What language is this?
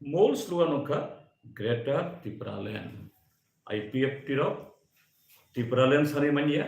Kok Borok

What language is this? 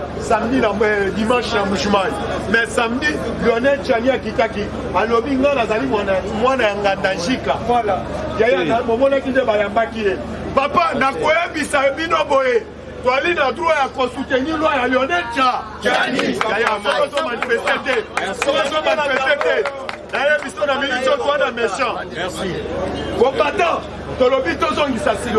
Lingala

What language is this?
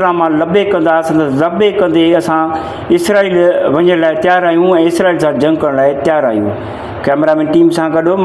Sindhi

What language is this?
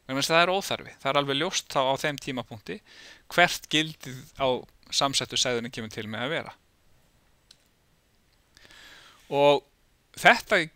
Icelandic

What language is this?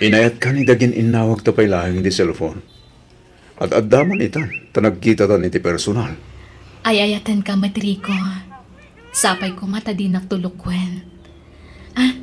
Iloko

